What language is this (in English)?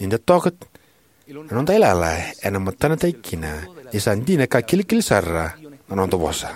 Fijian